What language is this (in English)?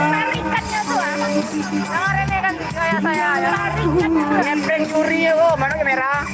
Minangkabau